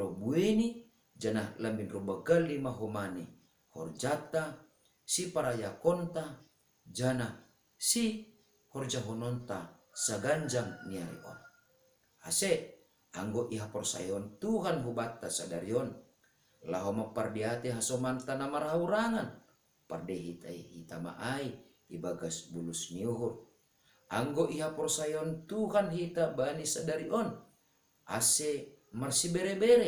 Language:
Batak Simalungun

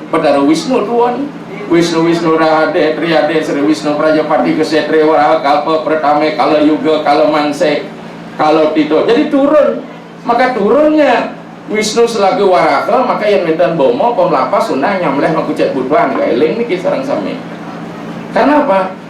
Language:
Balinese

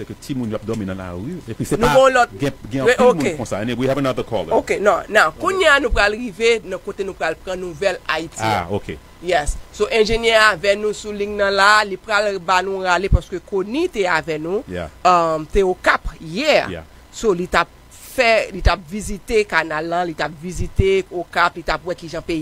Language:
Haitian Creole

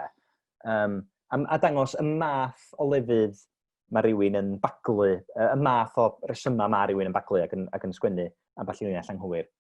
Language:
Welsh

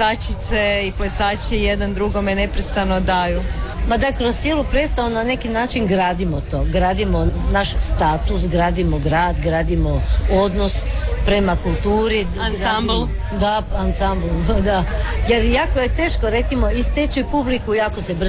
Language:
Croatian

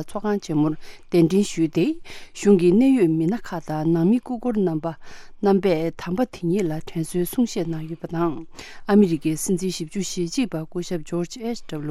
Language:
Tibetan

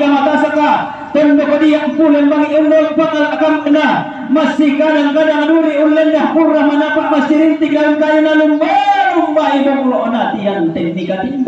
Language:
Toraja-Sa'dan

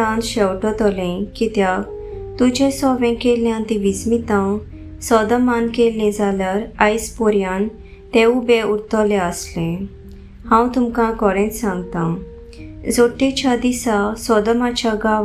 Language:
Konkani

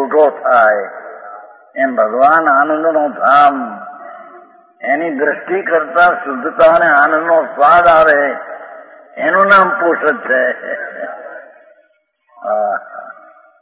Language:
Gujarati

